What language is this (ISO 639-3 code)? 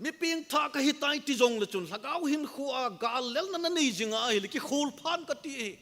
tcz